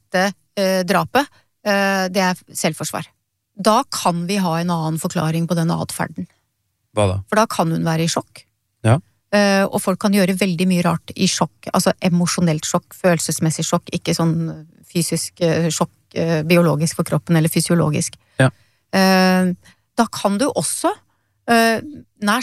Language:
Norwegian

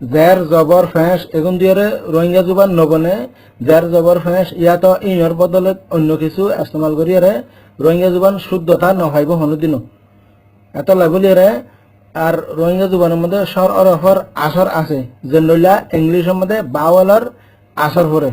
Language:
Rohingya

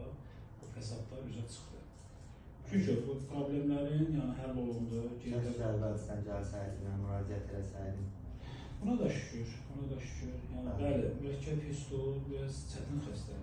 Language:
Azerbaijani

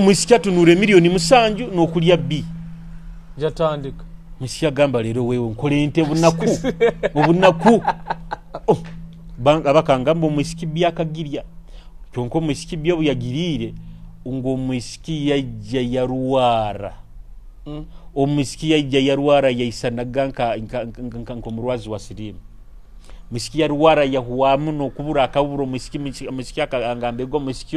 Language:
Nyoro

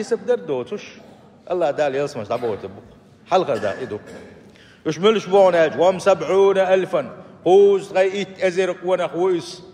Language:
Chechen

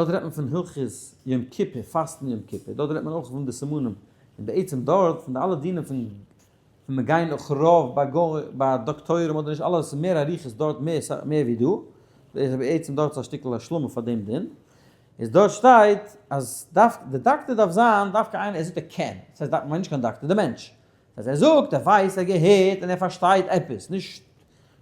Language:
Yiddish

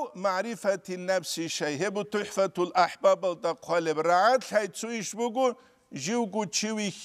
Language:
Avaric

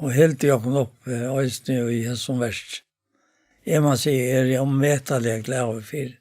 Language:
Faroese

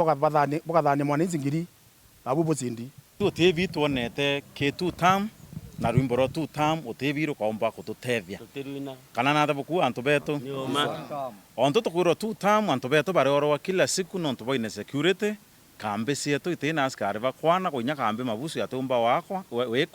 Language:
Meru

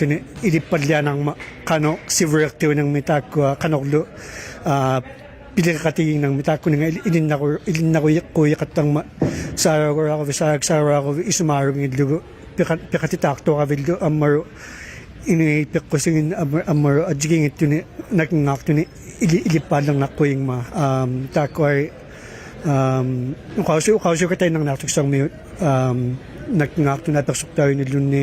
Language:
Inuktitut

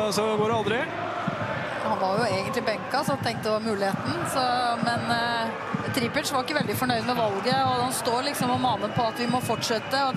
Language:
Norwegian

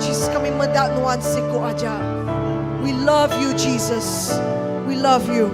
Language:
Iban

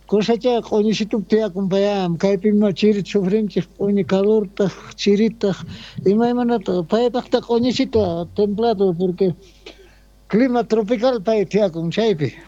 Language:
South Bolivian Quechua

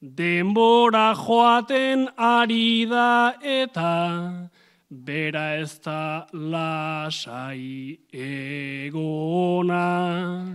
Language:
Basque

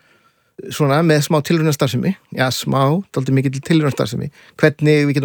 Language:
Icelandic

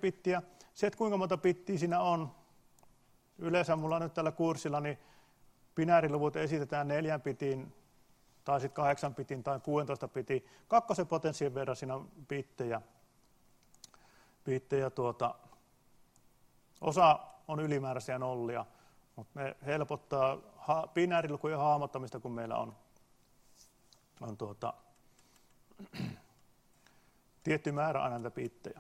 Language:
Finnish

